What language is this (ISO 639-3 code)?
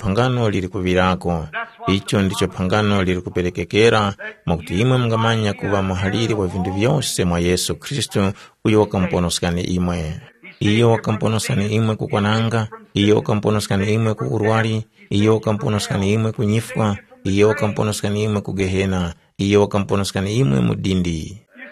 tum